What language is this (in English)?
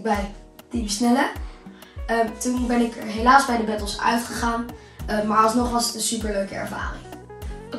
Dutch